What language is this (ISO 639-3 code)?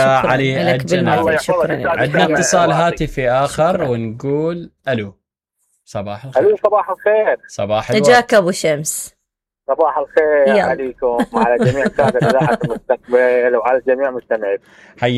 acm